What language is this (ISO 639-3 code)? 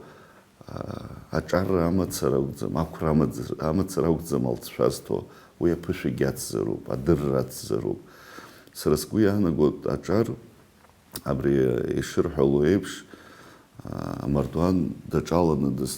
abk